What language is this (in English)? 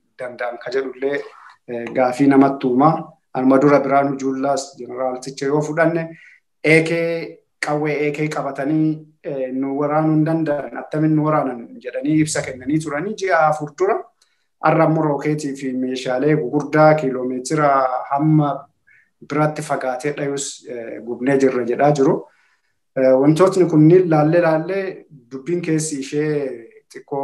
Oromo